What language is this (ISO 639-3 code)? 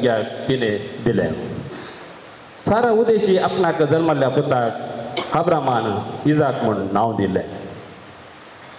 kok